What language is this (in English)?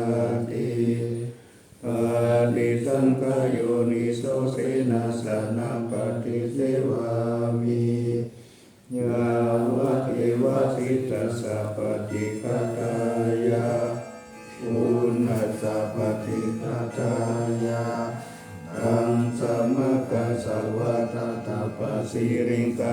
Pali